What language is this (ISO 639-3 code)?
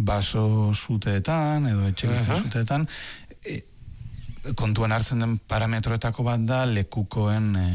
eus